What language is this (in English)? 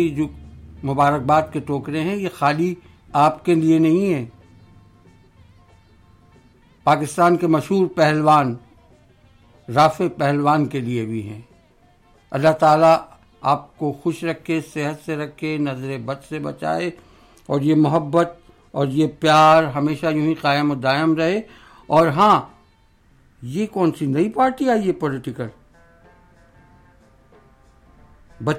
Urdu